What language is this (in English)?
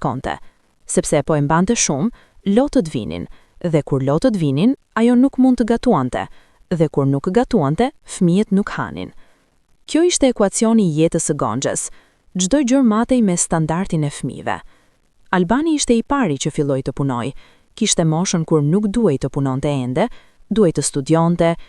Albanian